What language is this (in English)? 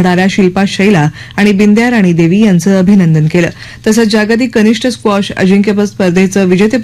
Marathi